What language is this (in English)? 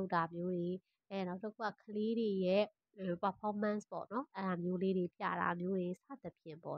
Burmese